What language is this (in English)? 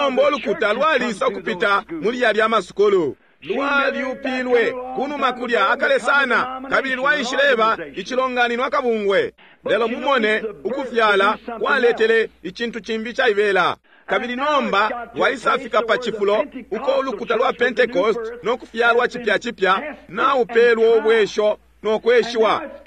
Bemba